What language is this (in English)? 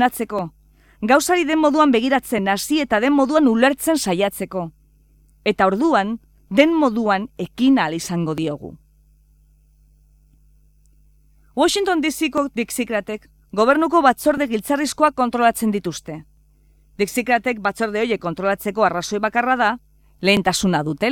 Basque